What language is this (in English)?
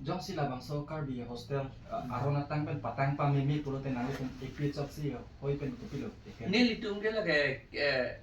Karbi